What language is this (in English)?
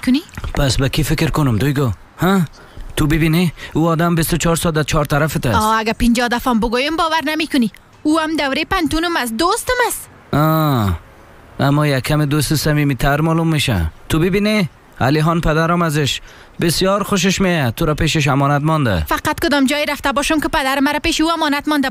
Persian